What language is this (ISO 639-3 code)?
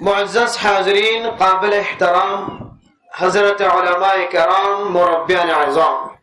rhg